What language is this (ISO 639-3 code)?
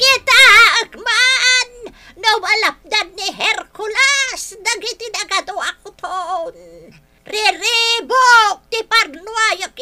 ilo